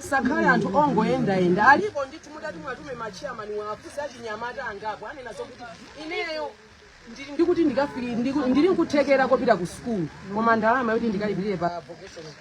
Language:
Nyanja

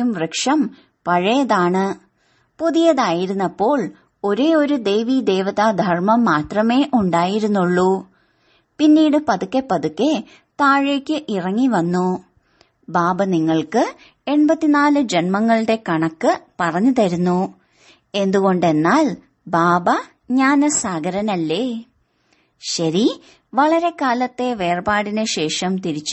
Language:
Malayalam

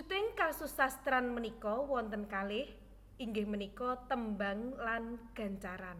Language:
Javanese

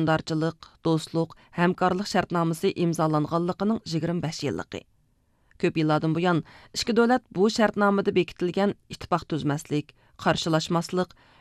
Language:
Uyghur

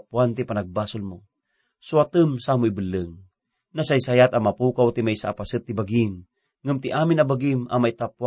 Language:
Iloko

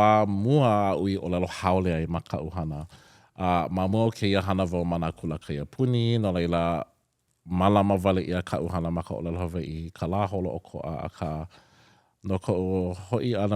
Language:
Hawaiian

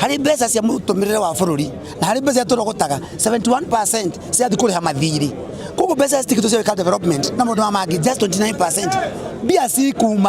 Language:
Kikuyu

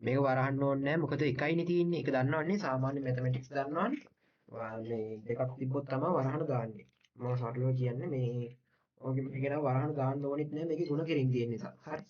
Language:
Sinhala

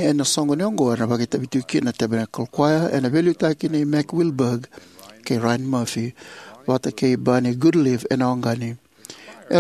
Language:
Fijian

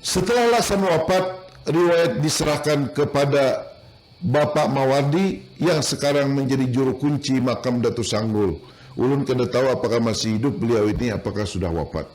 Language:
Banjar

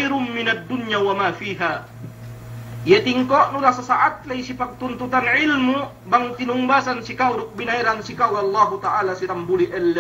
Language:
Yakan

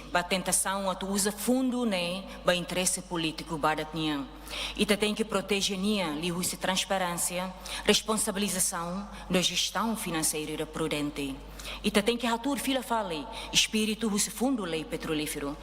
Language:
Tetum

